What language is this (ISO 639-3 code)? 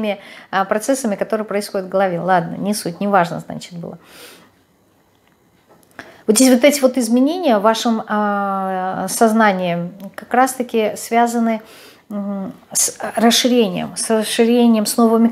rus